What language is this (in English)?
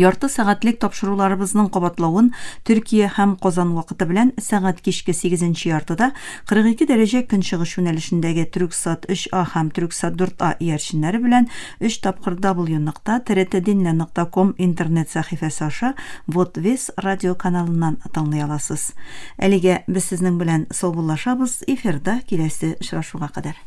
Tatar